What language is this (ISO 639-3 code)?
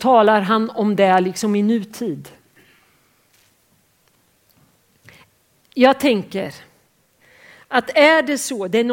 swe